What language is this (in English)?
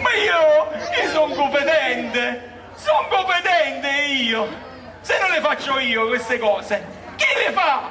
Neapolitan